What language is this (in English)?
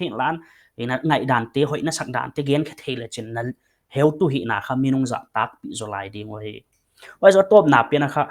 Paite Chin